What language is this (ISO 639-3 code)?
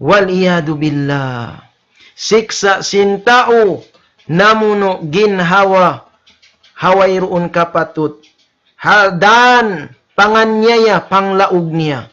tsg